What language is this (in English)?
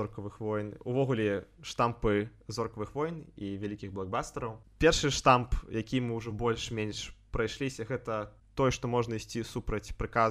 Belarusian